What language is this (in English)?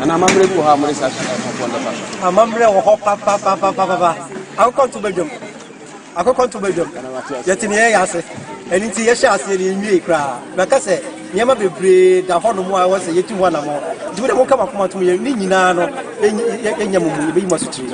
Akan